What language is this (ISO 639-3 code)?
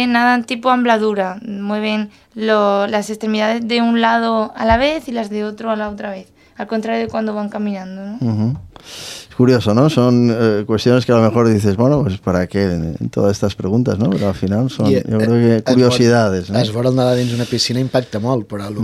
cat